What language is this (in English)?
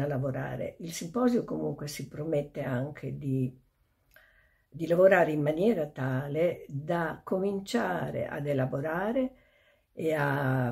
Italian